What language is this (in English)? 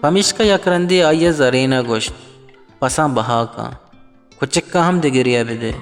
Baluchi